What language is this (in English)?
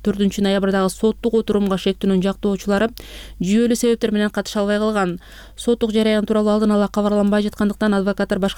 Kyrgyz